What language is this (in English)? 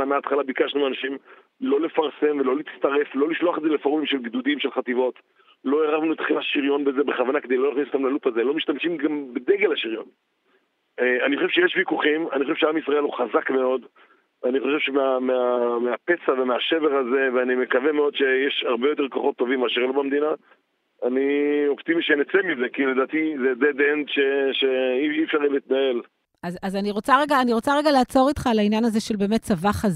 Hebrew